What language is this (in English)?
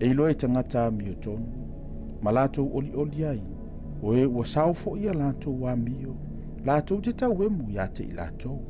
Samoan